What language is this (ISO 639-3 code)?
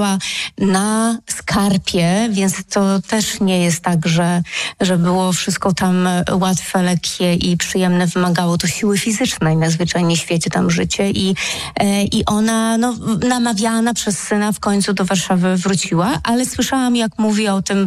pol